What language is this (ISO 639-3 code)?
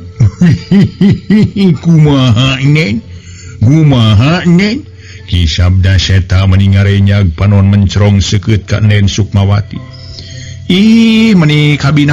sun